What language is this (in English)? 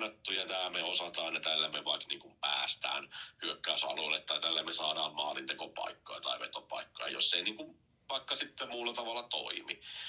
Finnish